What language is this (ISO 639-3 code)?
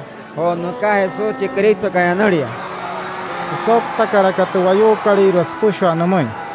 guc